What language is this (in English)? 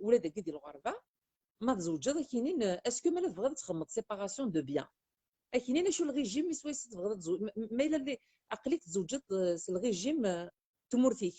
Kabyle